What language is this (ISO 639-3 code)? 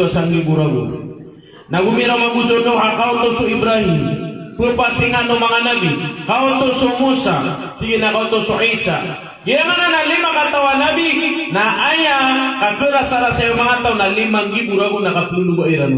mrw